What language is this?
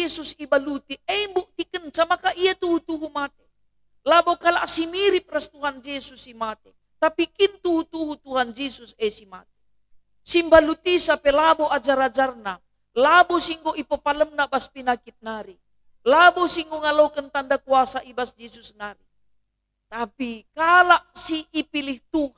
Batak Karo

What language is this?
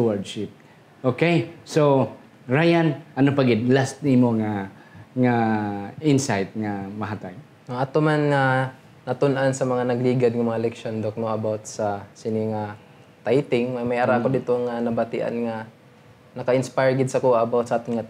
Hiligaynon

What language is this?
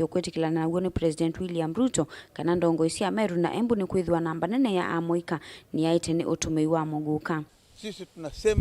Kamba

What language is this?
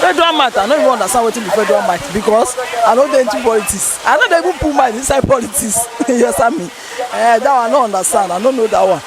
Nigerian Pidgin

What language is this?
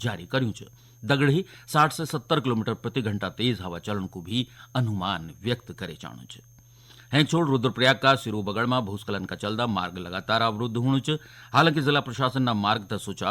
Garhwali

